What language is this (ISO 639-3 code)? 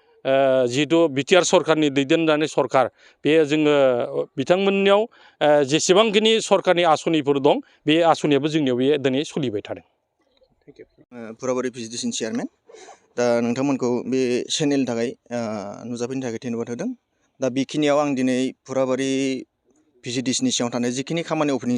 brx